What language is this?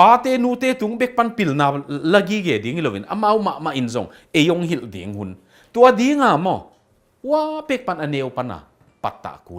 Tedim Chin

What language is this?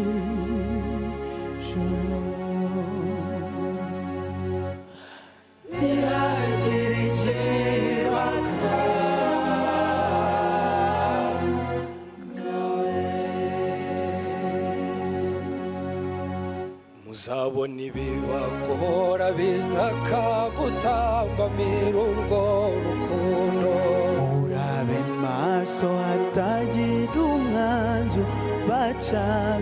Kinyarwanda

